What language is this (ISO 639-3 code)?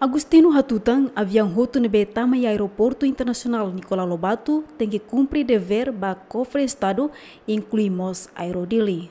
tet